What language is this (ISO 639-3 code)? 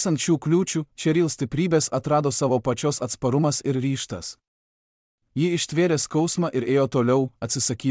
lit